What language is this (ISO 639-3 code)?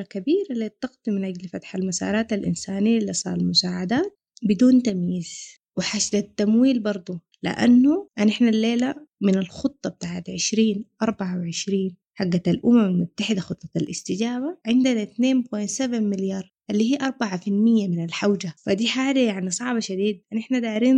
apd